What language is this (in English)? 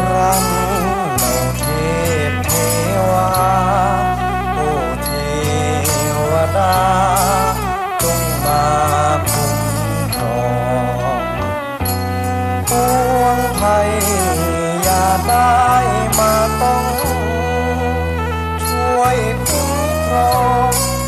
Thai